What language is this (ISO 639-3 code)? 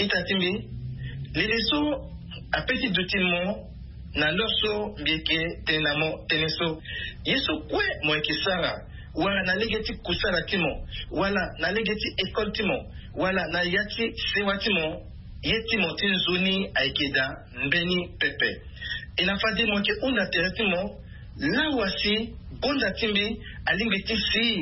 sag